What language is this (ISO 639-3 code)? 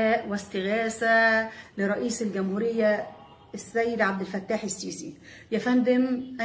arz